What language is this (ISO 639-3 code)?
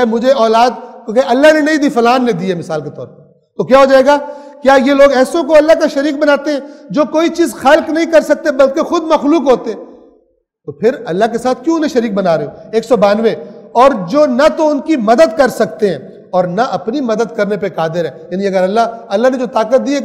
urd